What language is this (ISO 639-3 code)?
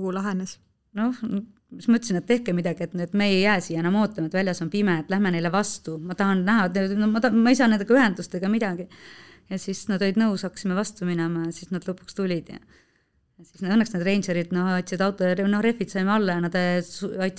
est